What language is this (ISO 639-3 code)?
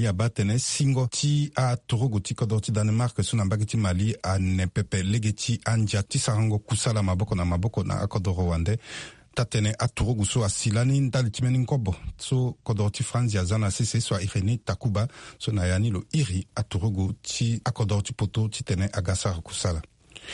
sag